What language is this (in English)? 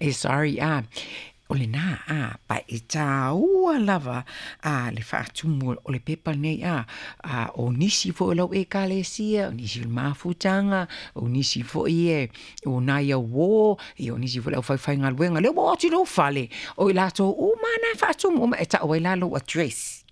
Samoan